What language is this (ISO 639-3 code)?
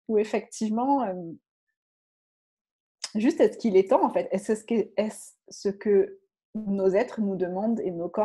fra